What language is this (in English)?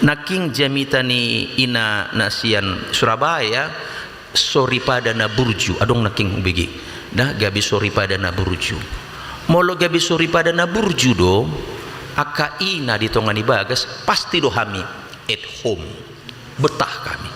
Batak Toba